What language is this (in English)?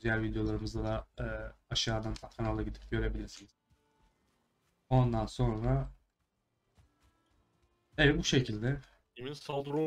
Turkish